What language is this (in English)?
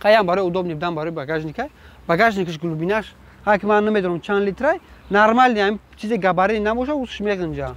Tajik